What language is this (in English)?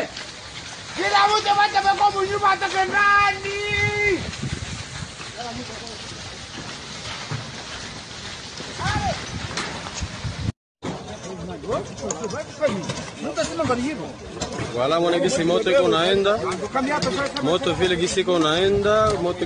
Swahili